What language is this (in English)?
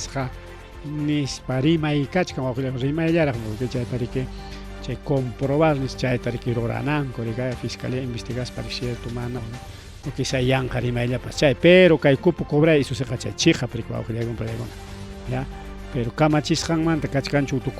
Ayacucho Quechua